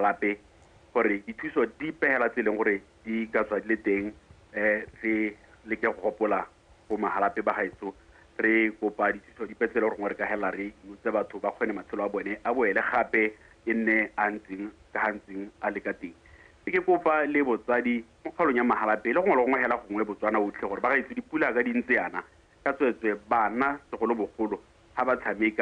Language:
Tswana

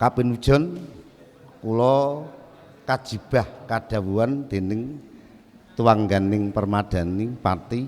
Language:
Javanese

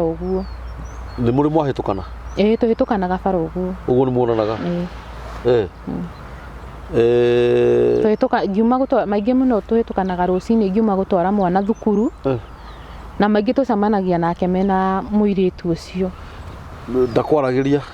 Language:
Kikuyu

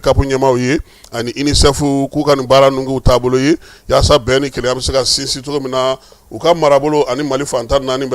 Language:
Bambara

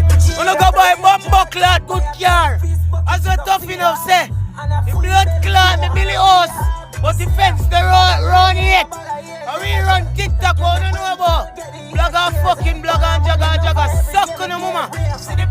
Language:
Jamaican Creole English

